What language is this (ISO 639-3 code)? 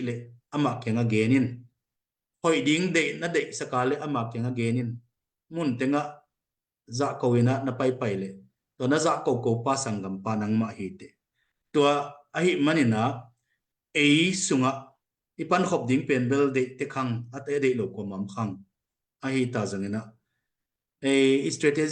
ctd